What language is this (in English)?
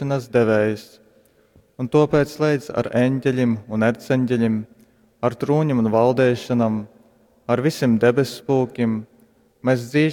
Latgalian